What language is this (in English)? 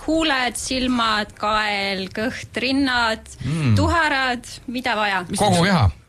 Estonian